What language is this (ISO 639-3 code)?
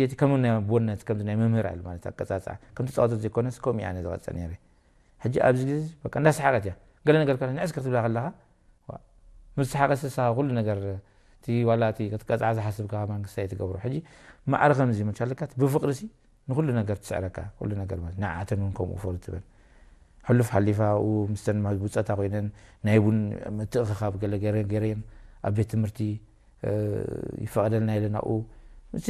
tir